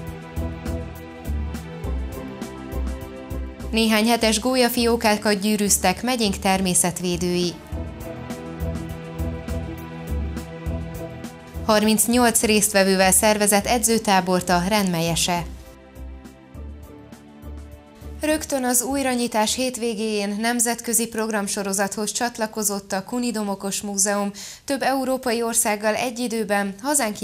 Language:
Hungarian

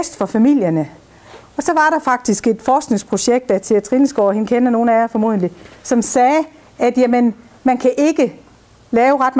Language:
Danish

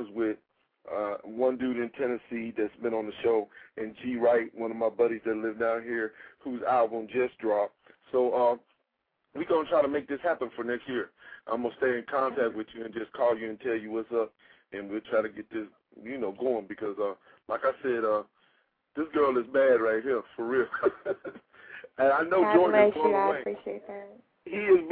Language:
English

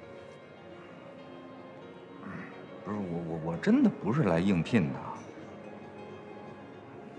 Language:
Chinese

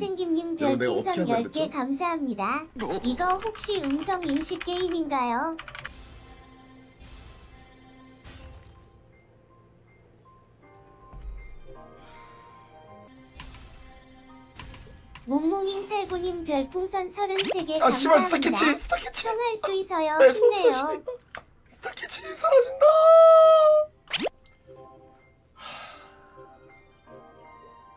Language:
Korean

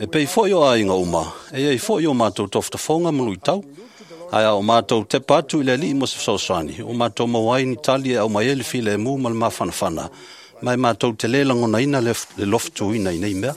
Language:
Samoan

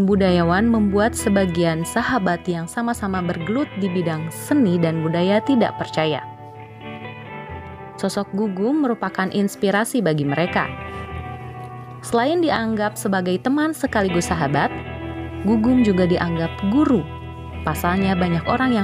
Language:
Indonesian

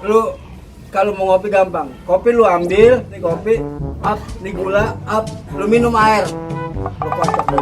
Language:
Betawi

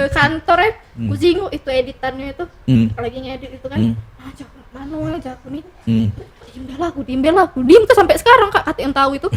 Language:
Musi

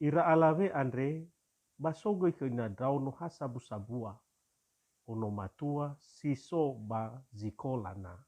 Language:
Nias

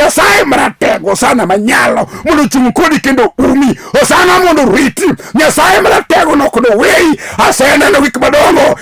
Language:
Luo (Kenya and Tanzania)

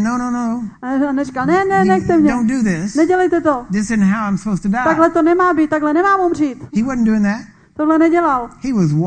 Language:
Czech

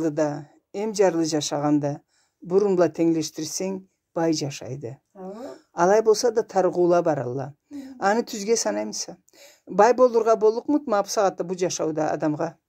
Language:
Karachay-Balkar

